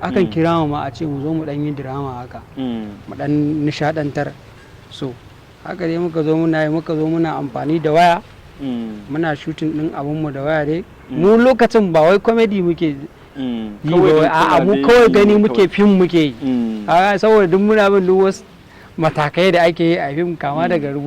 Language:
Hausa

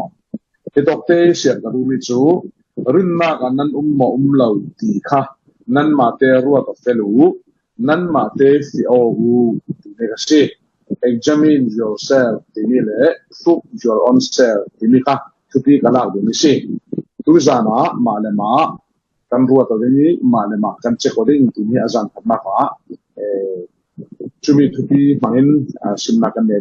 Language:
Falam Chin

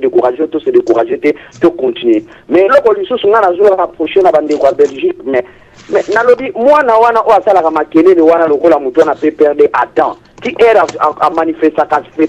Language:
Lingala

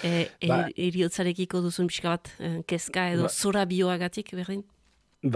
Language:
Basque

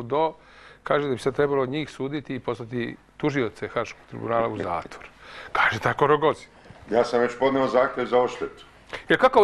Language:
Serbian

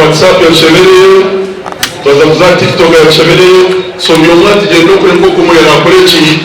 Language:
Nyankole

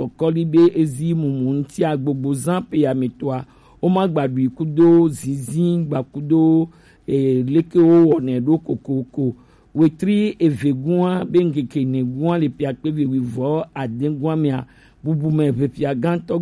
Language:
Gen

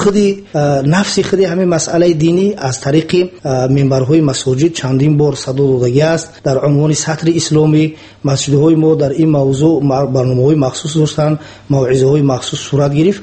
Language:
Tajik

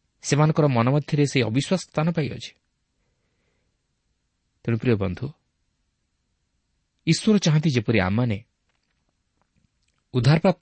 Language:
Odia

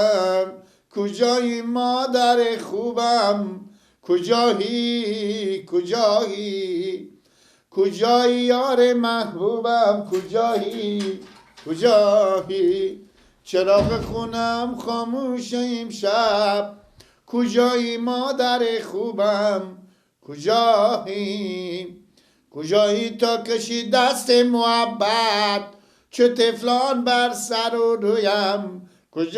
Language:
Persian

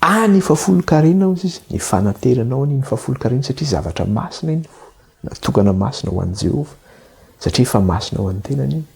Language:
Malagasy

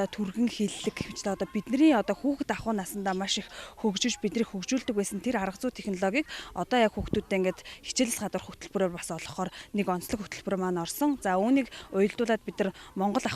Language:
Mongolian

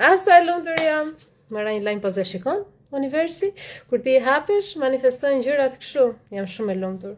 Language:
Albanian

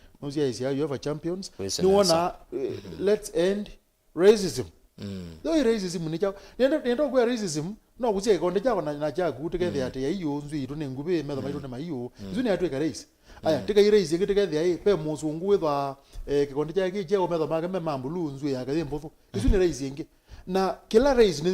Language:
Kamba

